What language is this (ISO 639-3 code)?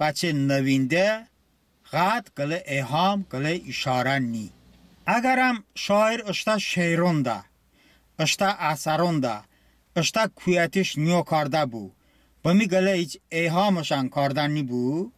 tly